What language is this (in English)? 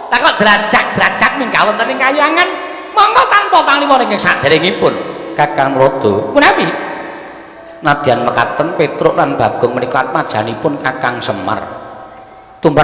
Javanese